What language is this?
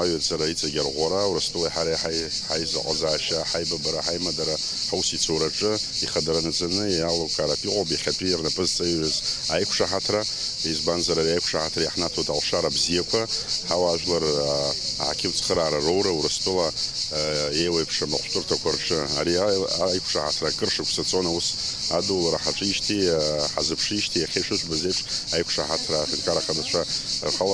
Abkhazian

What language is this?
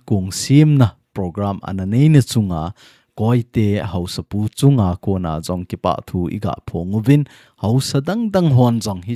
Thado Chin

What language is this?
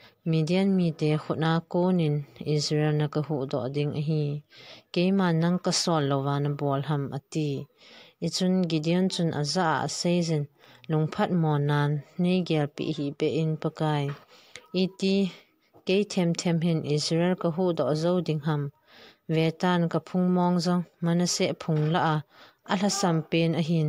Thado Chin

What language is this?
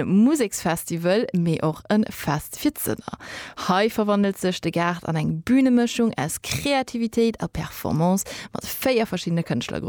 Luxembourgish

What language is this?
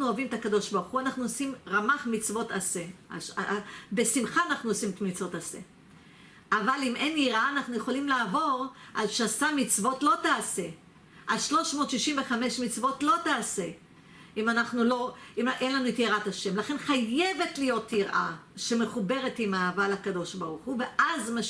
Hebrew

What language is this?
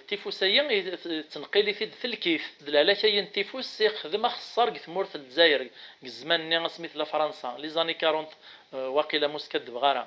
Kabyle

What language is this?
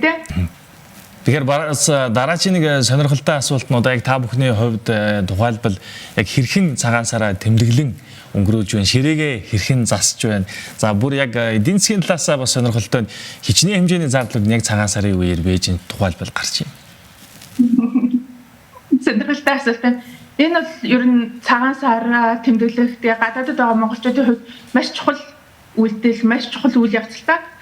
Mongolian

